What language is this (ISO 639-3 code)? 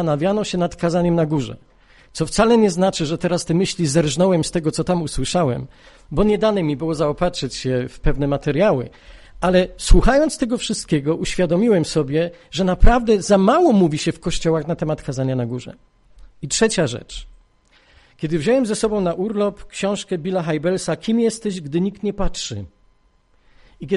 pol